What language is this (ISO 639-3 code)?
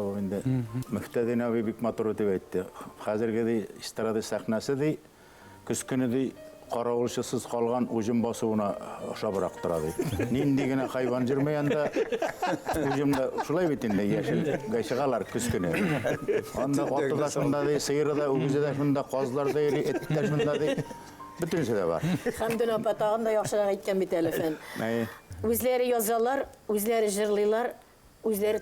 bak